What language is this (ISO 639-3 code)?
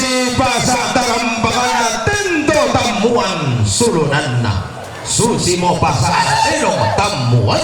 sda